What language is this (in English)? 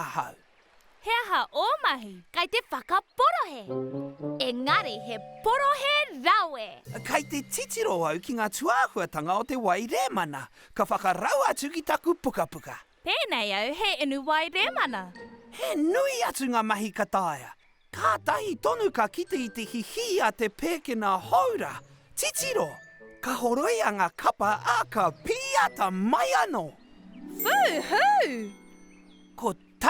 Māori